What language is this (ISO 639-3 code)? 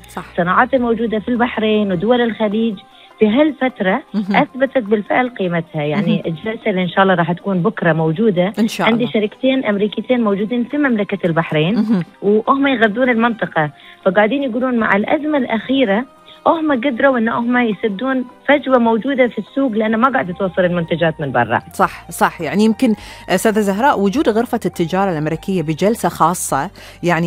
afb